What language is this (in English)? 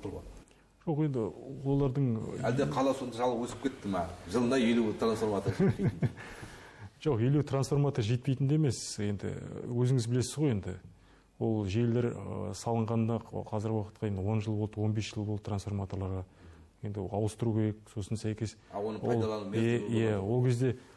Kazakh